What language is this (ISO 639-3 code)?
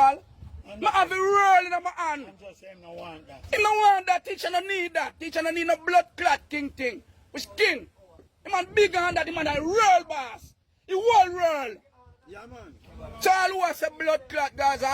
jam